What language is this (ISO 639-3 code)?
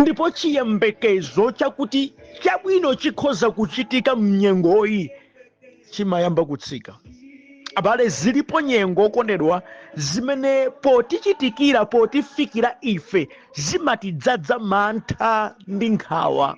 nya